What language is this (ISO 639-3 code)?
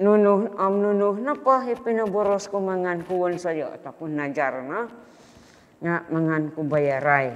dtp